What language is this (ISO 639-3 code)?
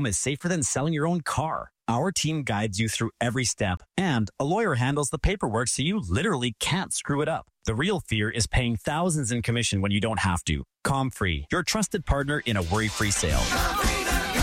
eng